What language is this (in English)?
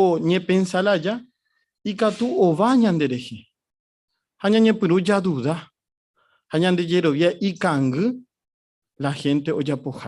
Guarani